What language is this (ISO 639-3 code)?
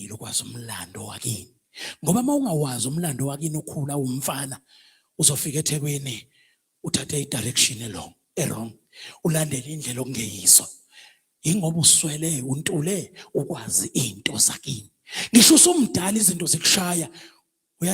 zul